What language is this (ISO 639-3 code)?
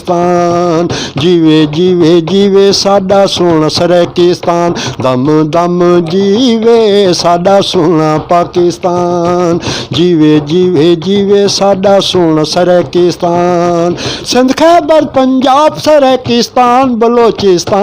skr